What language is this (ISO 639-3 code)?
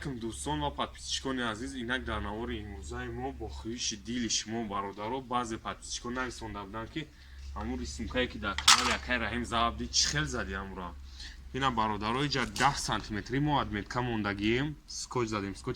tgk